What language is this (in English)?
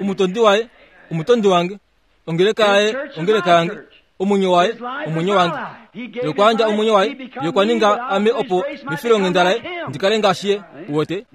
Kuanyama